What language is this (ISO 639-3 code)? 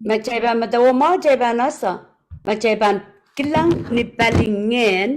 pon